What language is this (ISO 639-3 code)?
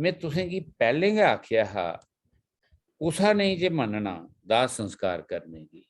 doi